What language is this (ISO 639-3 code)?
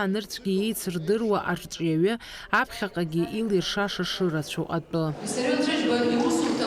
abk